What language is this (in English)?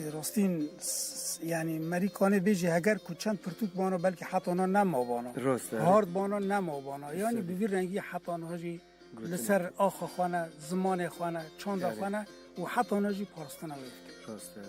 Kurdish